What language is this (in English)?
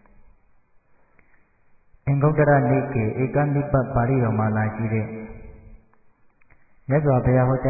Burmese